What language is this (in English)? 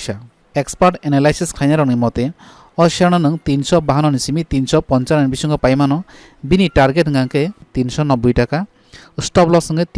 Kok Borok